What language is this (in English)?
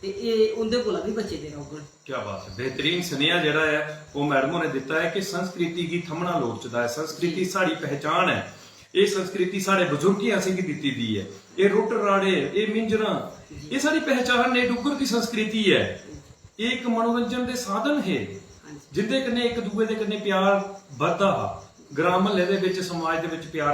Dogri